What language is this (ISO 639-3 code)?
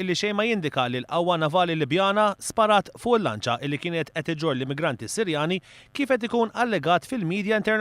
mlt